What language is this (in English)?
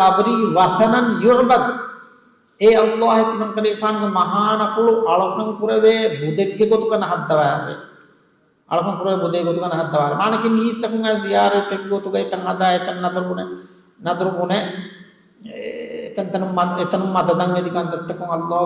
Divehi